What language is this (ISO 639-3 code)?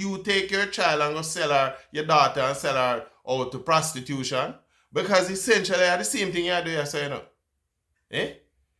jam